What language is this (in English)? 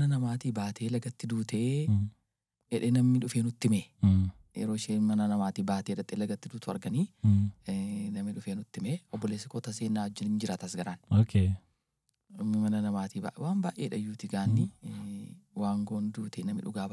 Oromo